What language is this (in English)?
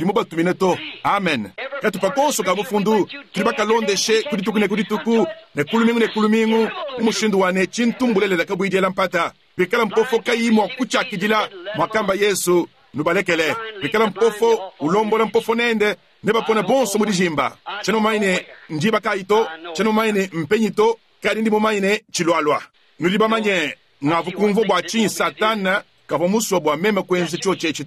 Luba-Lulua